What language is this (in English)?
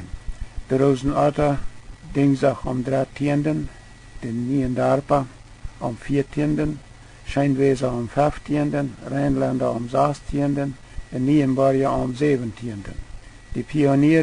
Plautdietsch